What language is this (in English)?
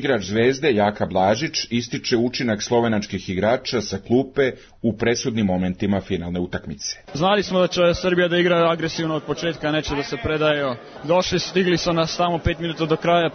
Serbian